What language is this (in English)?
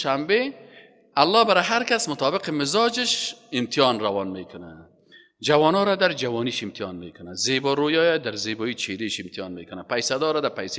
Persian